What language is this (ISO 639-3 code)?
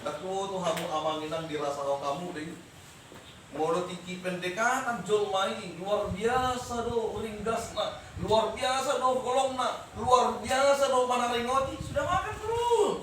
bbc